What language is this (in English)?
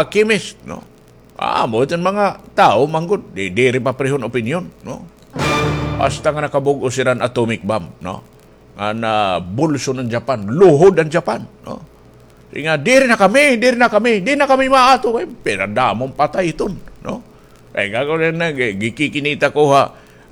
Waray